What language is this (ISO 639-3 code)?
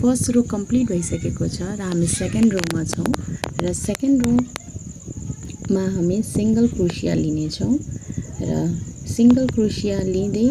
nep